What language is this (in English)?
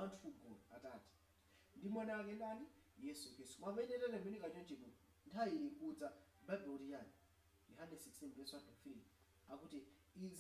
Nyanja